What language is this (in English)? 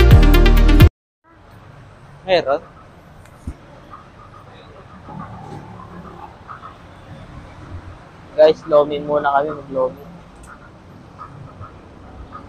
Filipino